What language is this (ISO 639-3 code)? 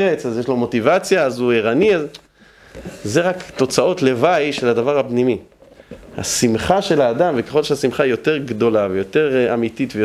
heb